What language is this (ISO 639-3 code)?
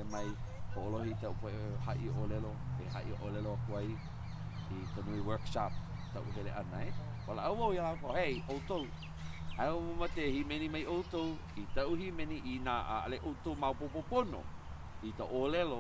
haw